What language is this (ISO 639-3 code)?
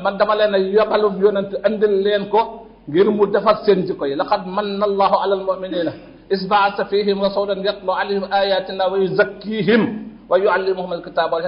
wol